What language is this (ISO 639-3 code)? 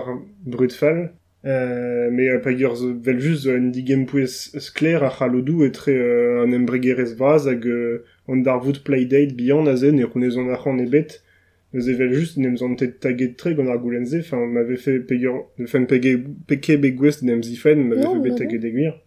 bre